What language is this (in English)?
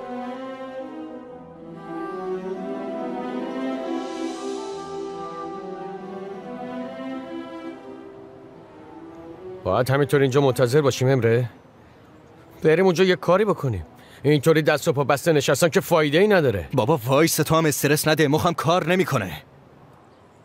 Persian